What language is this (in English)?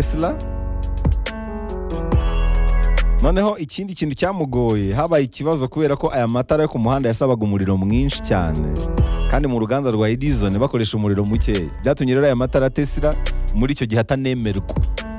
Kinyarwanda